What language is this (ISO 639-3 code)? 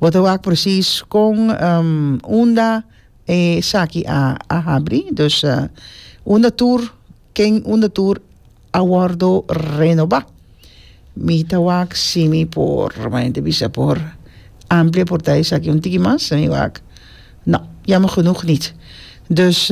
pap